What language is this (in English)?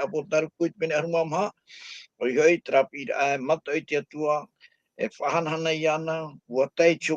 Tahitian